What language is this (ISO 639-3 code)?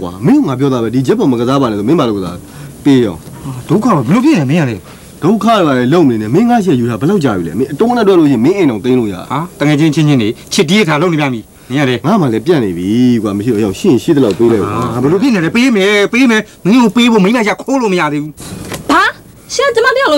mya